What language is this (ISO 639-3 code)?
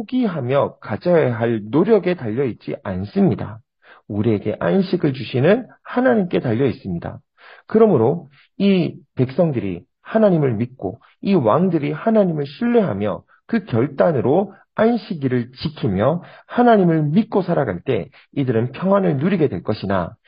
kor